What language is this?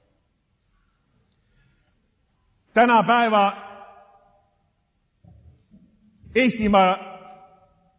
Estonian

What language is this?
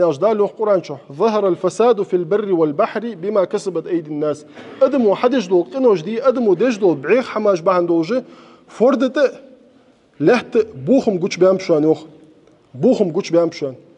Ingush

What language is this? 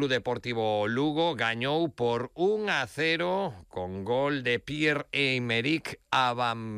Galician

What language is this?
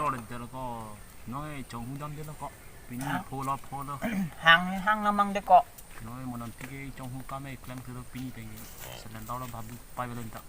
Karbi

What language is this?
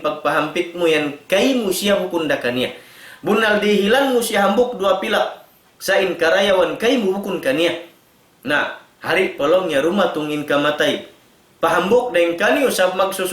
Tausug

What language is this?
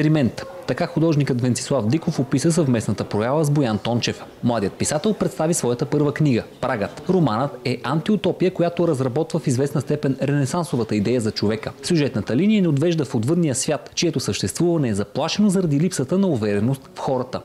Bulgarian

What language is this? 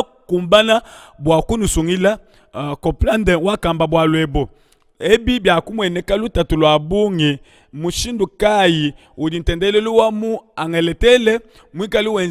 Luba-Lulua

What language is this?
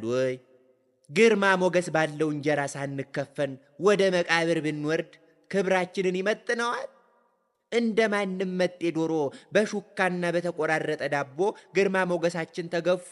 Amharic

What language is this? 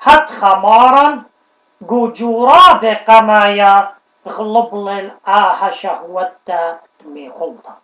Assyrian Neo-Aramaic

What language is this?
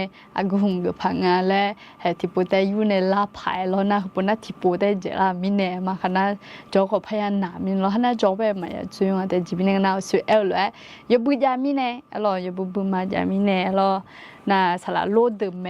Akha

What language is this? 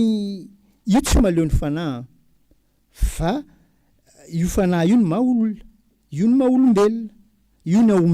Malagasy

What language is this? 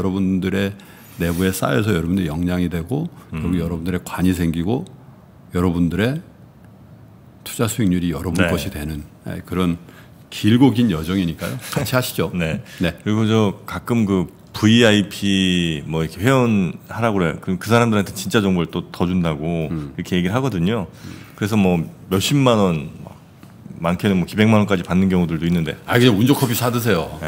Korean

